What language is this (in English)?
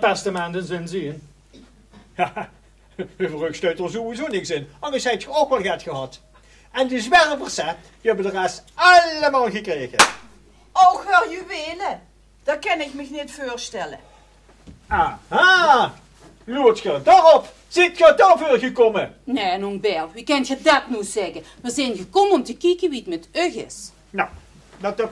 Limburgish